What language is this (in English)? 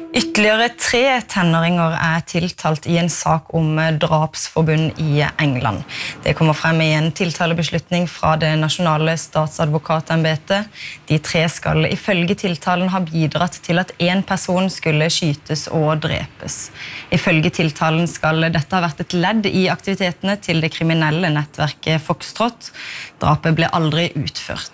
Norwegian